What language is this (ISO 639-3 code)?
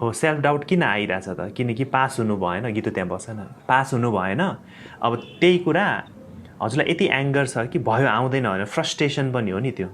nep